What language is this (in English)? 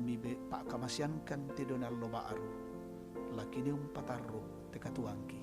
Toraja-Sa'dan